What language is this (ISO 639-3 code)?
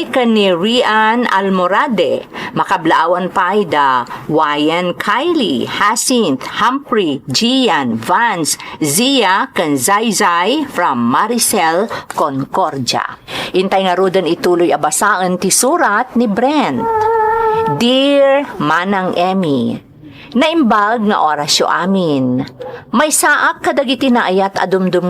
ilo